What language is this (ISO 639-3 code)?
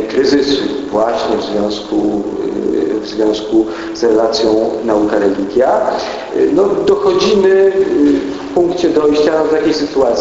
pol